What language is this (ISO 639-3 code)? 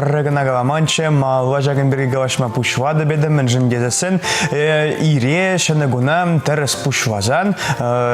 chv